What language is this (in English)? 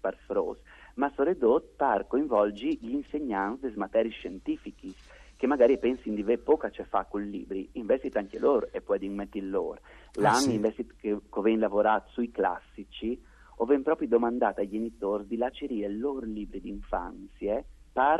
Friulian